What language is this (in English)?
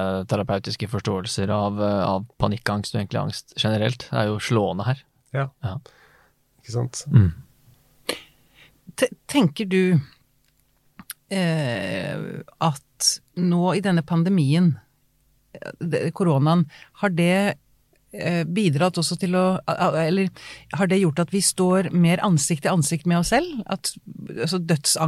Norwegian